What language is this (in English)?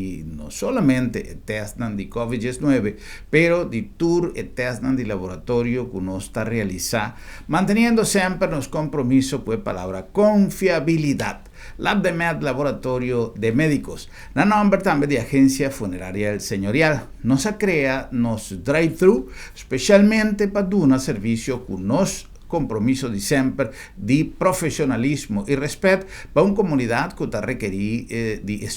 Papiamento